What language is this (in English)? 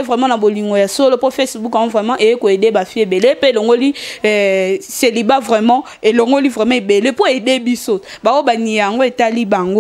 Lingala